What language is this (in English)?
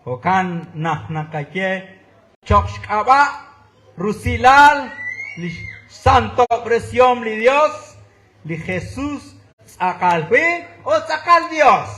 Kekchí